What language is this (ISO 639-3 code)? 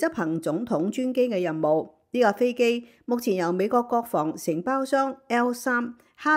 yue